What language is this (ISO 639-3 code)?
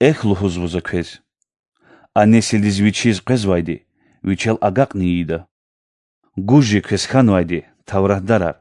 lez